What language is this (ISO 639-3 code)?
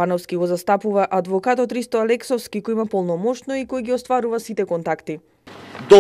mkd